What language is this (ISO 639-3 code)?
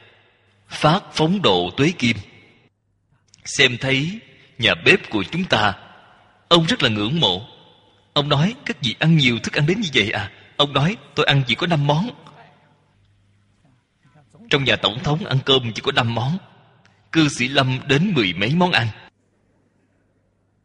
vie